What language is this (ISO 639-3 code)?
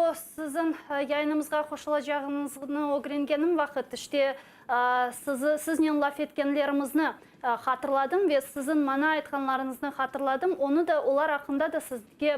crh